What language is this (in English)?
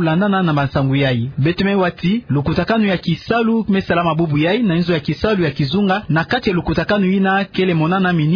Kituba (Democratic Republic of Congo)